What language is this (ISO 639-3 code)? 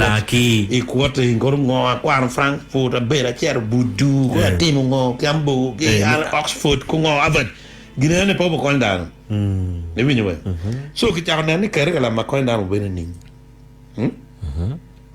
ach